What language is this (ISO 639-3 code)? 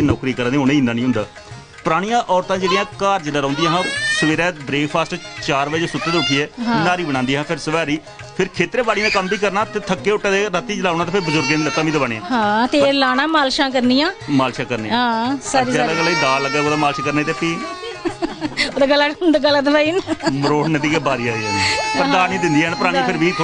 doi